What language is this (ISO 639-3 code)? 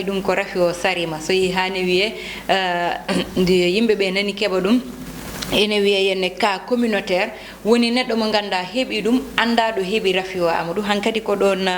ful